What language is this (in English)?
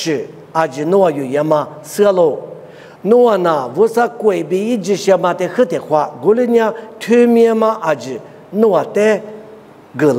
Lisu